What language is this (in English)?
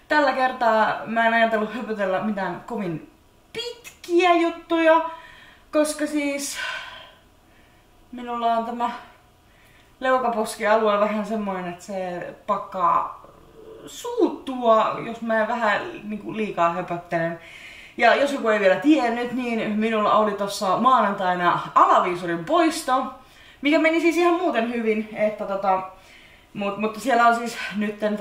Finnish